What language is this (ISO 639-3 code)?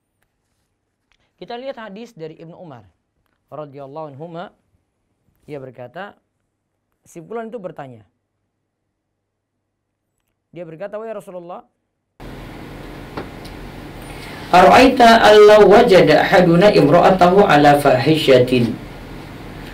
ind